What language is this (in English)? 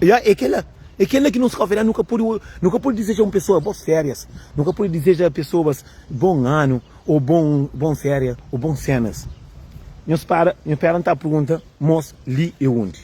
Kabuverdianu